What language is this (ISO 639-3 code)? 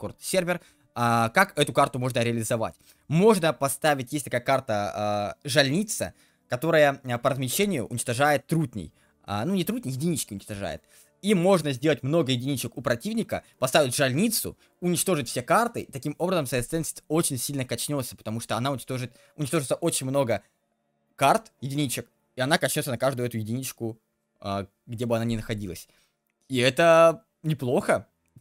rus